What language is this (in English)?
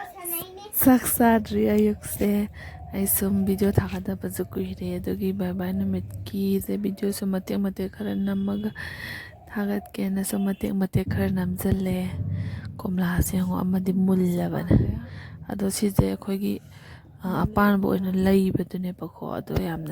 Manipuri